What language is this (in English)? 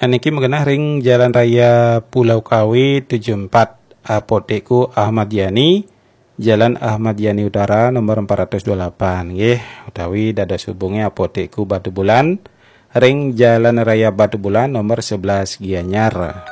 Balinese